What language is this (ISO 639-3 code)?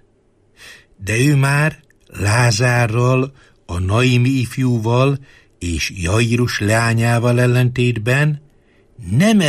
hun